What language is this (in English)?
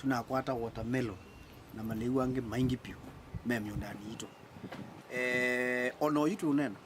Kamba